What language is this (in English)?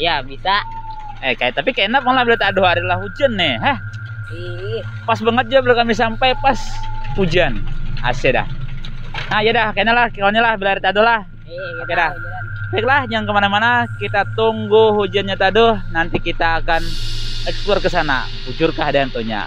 Banjar